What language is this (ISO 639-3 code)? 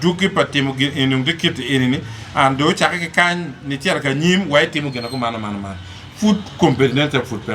ach